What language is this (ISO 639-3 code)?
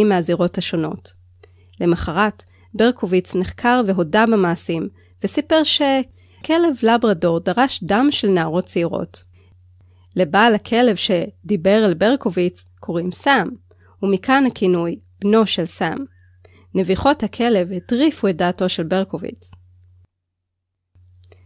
heb